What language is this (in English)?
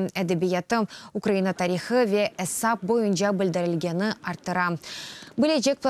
Crimean Tatar